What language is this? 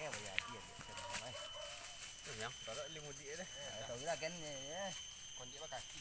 Minangkabau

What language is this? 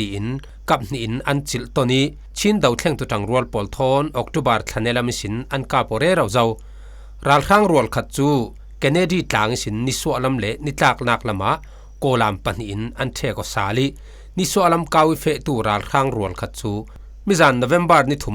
Falam Chin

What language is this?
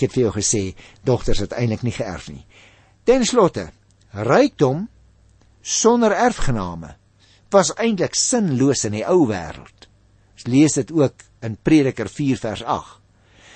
Afrikaans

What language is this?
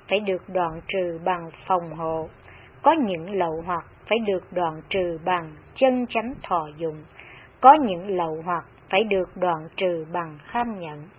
Vietnamese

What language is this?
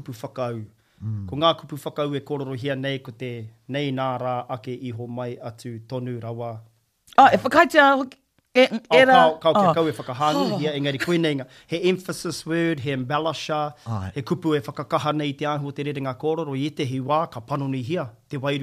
Māori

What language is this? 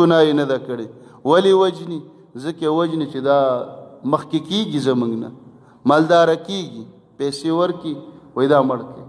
Pashto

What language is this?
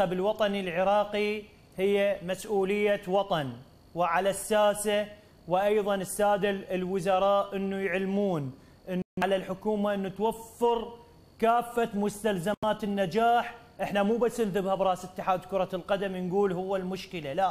Mesopotamian Arabic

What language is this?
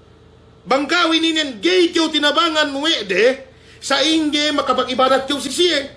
Yakan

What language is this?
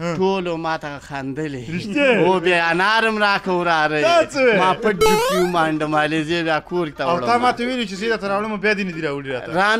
Pashto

